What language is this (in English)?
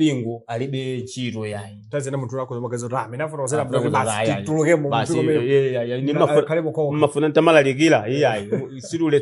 Nyanja